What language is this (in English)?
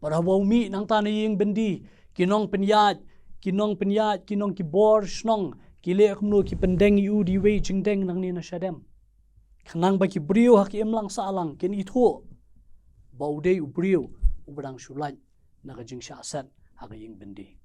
Khasi